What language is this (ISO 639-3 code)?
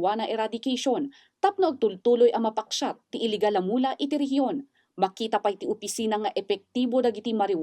ilo